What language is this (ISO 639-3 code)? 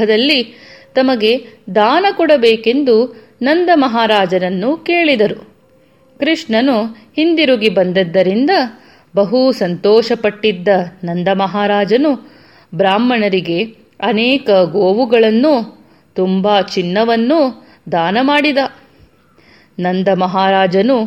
kan